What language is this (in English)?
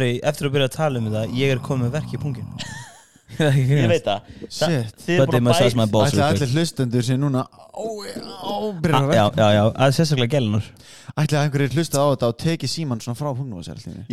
Icelandic